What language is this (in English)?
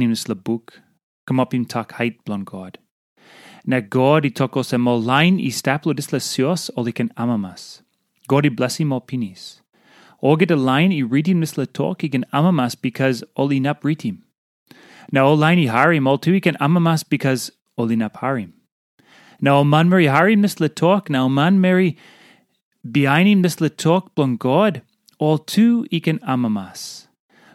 Tok Pisin